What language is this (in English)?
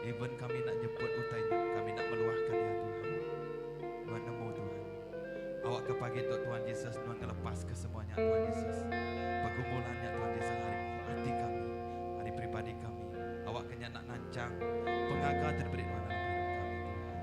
Iban